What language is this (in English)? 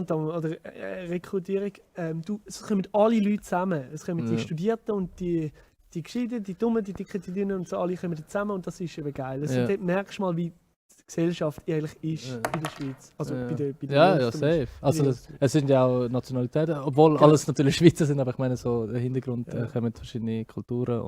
Swiss German